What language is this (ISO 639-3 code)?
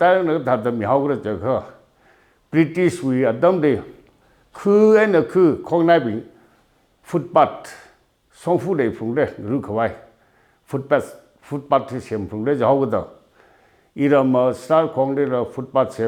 nmf